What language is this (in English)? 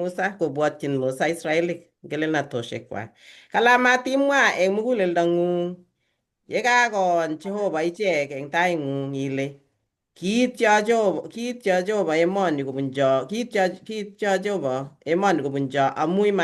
Kalenjin